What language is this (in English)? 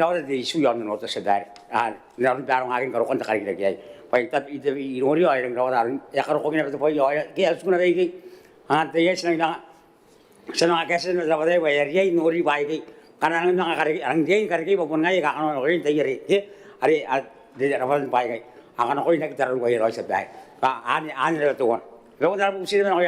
Gilbertese